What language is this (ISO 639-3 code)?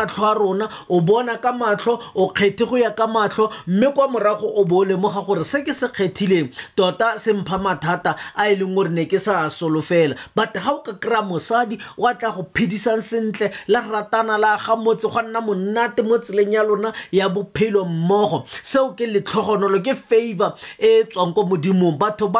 tsn